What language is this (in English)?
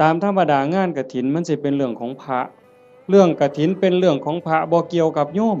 Northeastern Thai